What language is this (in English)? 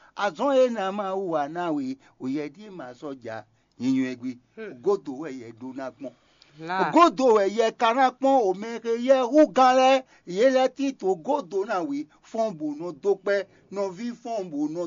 Fon